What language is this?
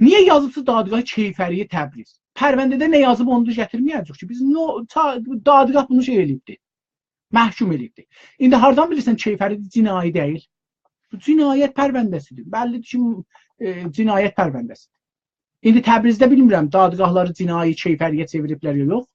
South Azerbaijani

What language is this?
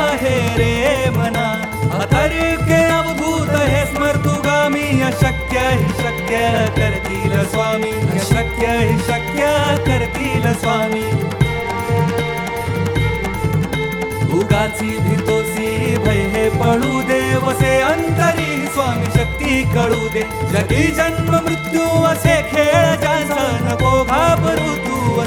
Marathi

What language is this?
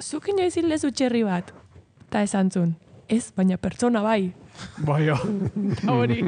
Basque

